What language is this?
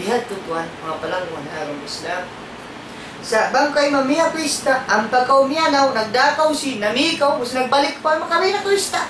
Tausug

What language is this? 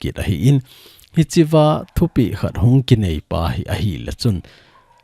Thado Chin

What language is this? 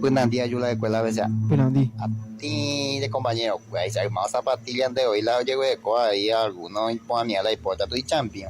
Guarani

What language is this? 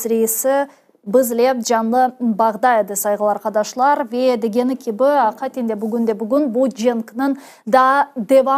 Crimean Tatar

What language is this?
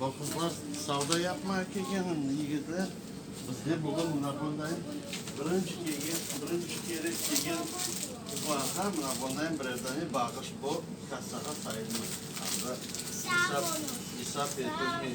Crimean Tatar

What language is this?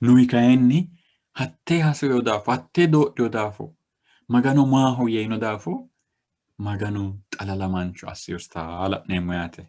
Sidamo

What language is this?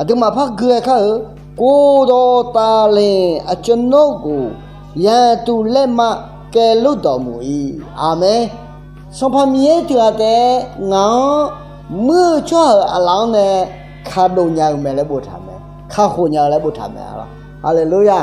Akha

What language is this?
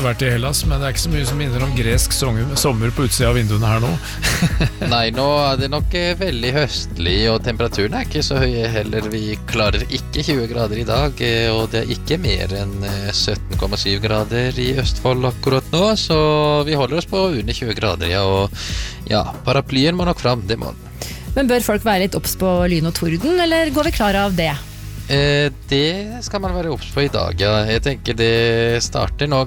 Norwegian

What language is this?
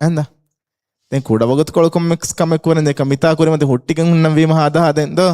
Divehi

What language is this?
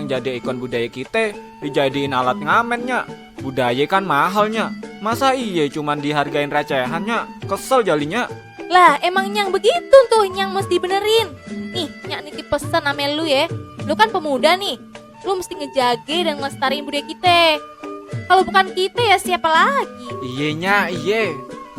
Betawi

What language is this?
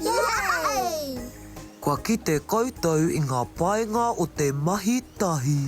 Māori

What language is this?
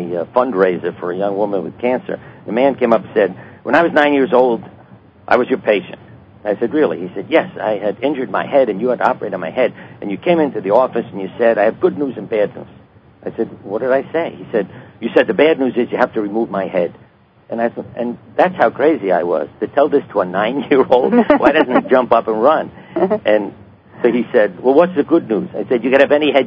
English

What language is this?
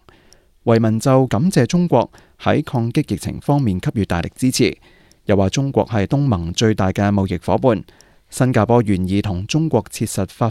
Cantonese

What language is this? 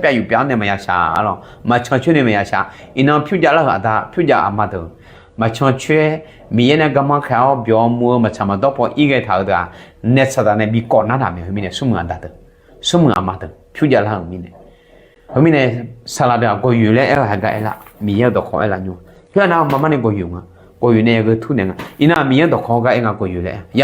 Akha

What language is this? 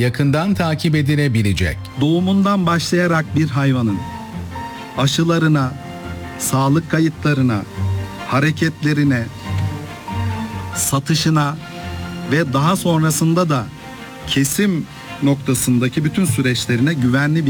Turkish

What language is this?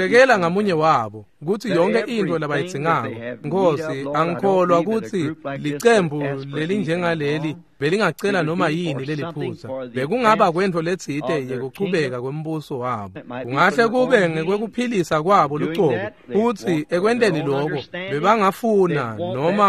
Swati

